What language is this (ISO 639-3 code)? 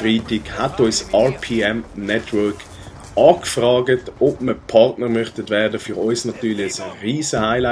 gsw